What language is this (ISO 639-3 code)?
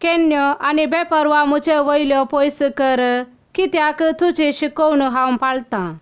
kok